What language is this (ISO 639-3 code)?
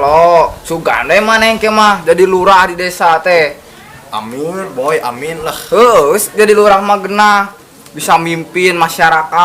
sun